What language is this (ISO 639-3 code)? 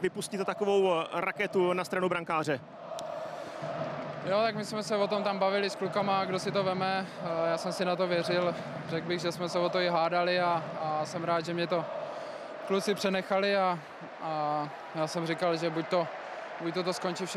ces